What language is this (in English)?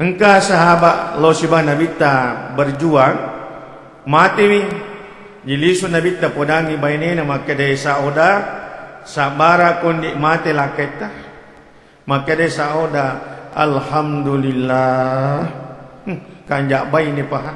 Buginese